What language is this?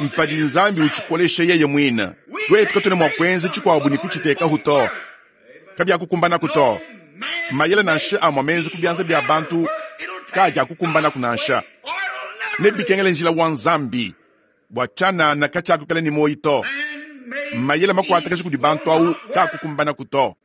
Luba-Lulua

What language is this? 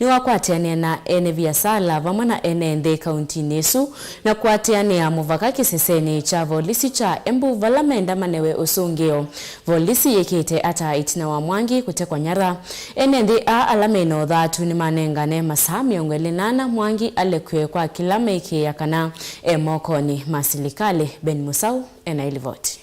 Kamba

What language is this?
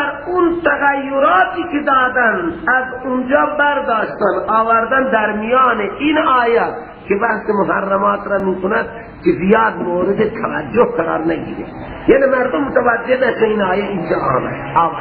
Persian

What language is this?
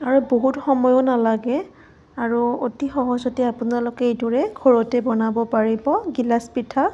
Assamese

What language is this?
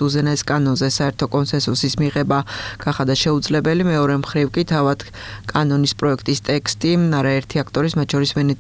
Georgian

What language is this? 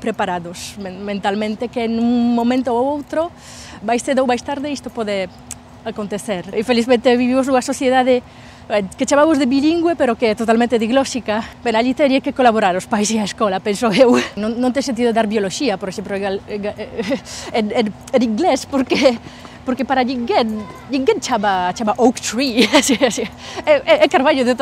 Galician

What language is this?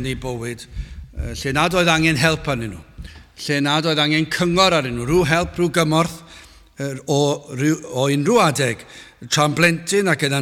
Welsh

